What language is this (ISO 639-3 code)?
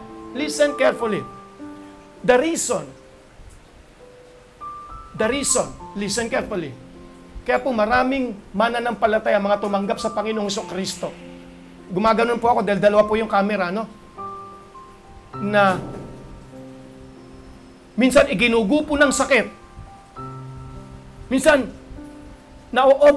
fil